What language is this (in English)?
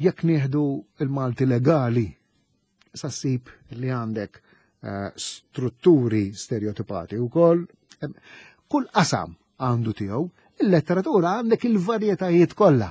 Maltese